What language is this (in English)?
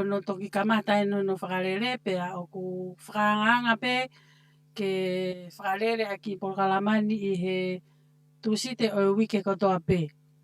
Tongan